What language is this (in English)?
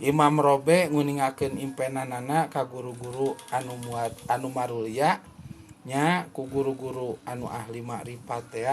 Sundanese